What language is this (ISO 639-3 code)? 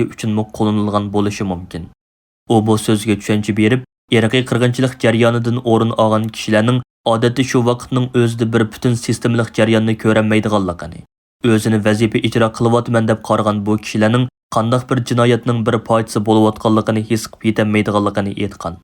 uig